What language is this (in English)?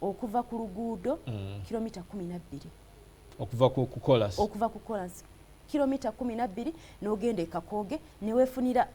Ganda